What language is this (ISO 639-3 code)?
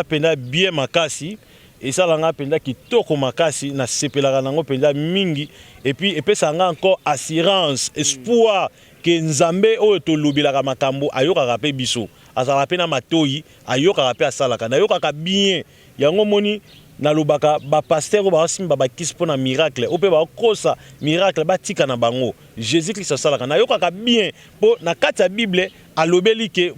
lin